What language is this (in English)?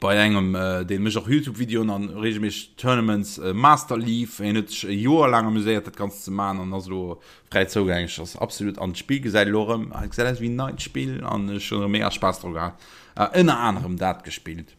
Luxembourgish